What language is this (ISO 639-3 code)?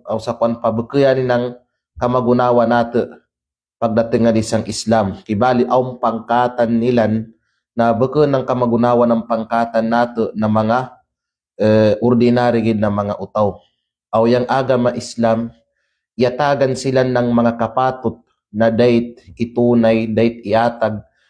kqe